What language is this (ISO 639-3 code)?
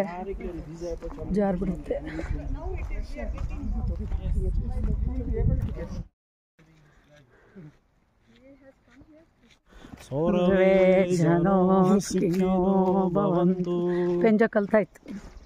kan